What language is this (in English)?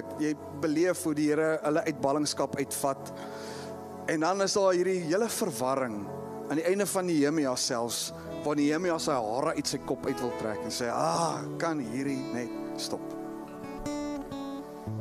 Afrikaans